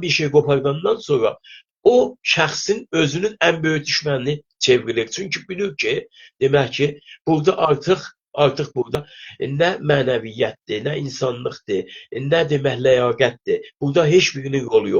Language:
South Azerbaijani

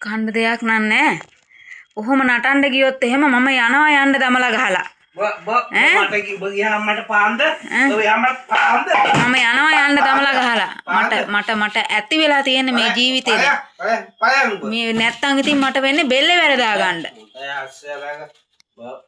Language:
Sinhala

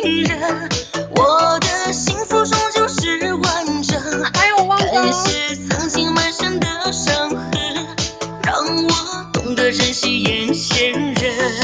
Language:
Chinese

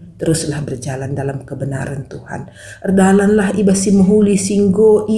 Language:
Batak Karo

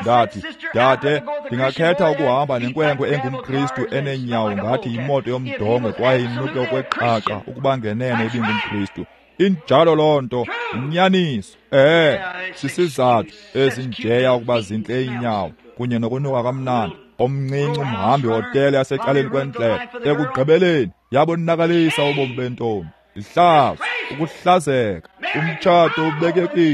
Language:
Xhosa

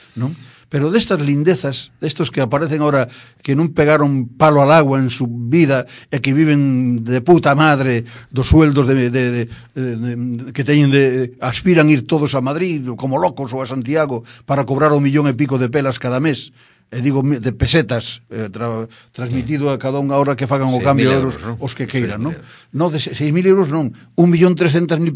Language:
Galician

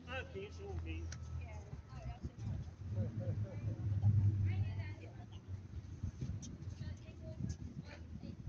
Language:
Chinese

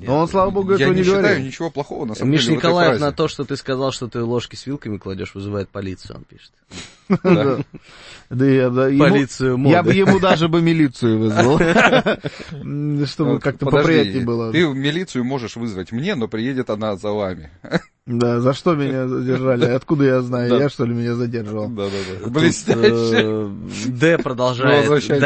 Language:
Russian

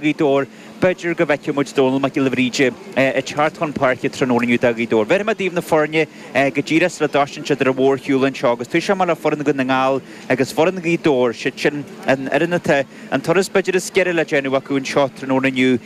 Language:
Irish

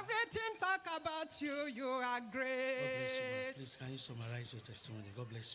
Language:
Ewe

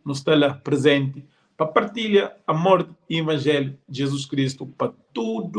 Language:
Kabuverdianu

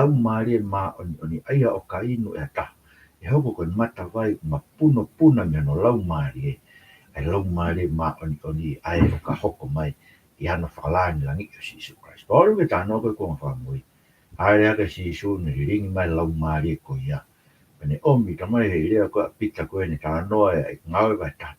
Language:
Tongan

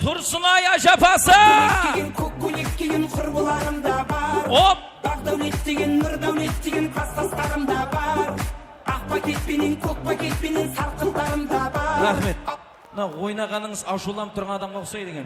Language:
Kara-Kalpak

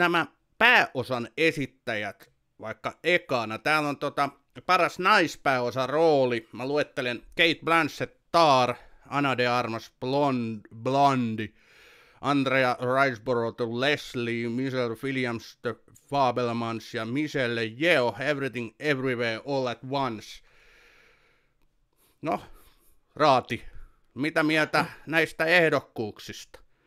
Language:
Finnish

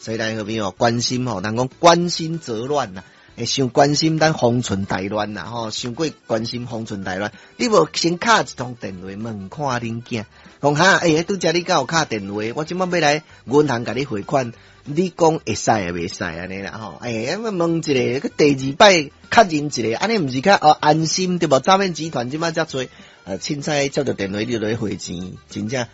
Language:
Min Nan Chinese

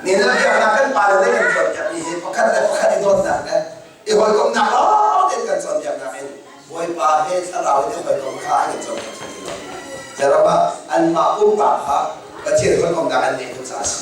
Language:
Hakha Chin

